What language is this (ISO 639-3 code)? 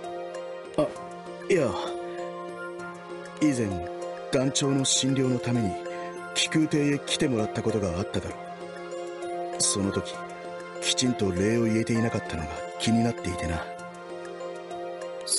jpn